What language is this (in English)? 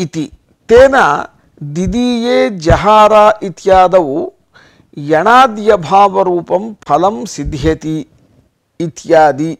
Sanskrit